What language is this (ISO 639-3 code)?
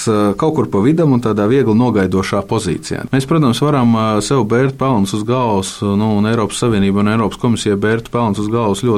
lav